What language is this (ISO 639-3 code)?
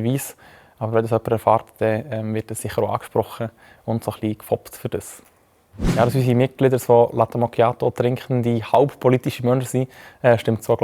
gsw